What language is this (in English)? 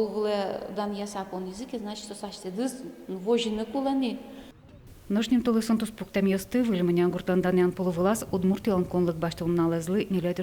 Udmurt